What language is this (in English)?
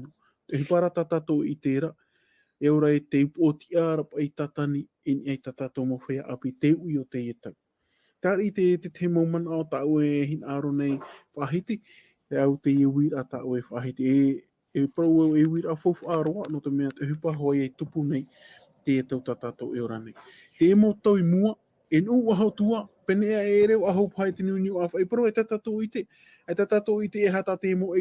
Tahitian